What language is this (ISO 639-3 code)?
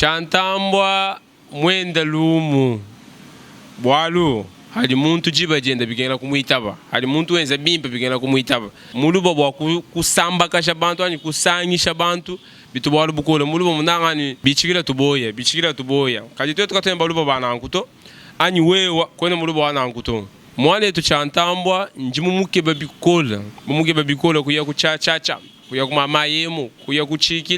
lua